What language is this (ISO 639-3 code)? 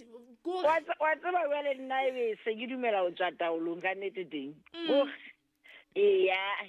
sot